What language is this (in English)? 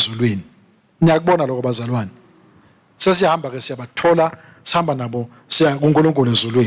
Swati